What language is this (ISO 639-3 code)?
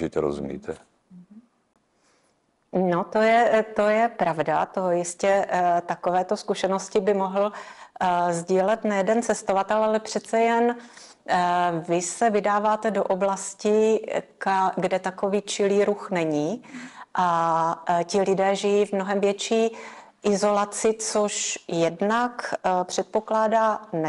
ces